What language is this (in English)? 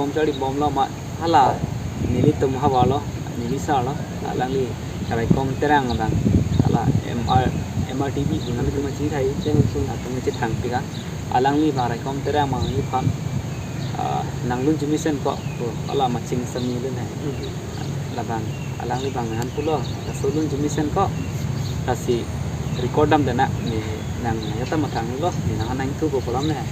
Karbi